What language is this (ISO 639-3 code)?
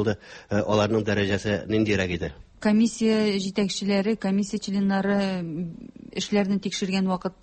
tat